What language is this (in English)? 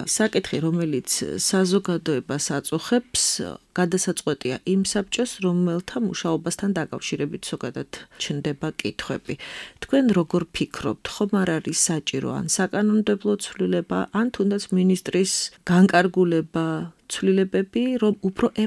Georgian